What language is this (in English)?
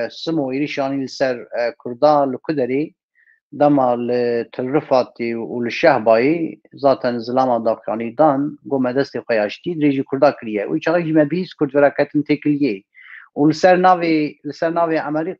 Kurdish